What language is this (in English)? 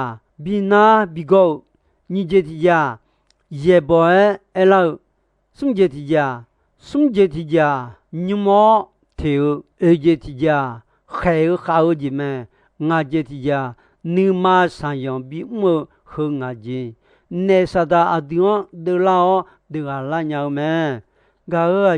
Akha